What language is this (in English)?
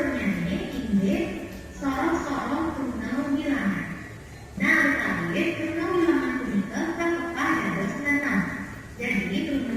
Balinese